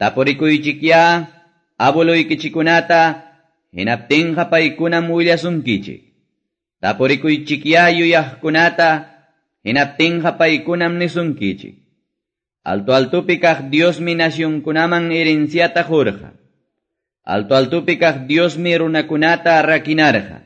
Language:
Quechua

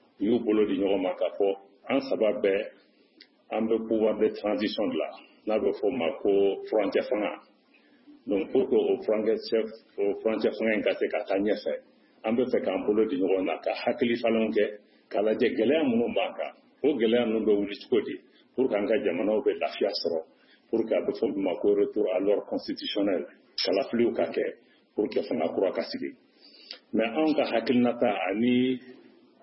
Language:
Bambara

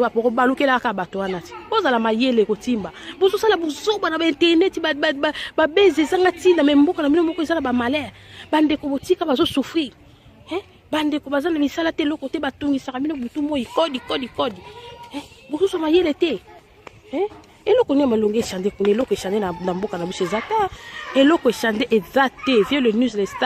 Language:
Lingala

